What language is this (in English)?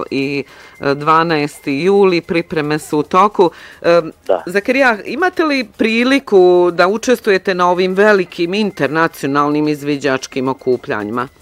Bosnian